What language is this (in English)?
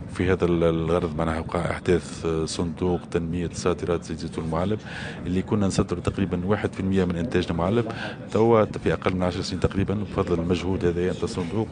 Tunisian Arabic